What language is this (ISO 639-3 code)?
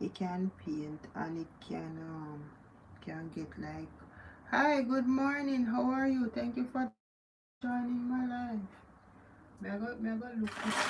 jam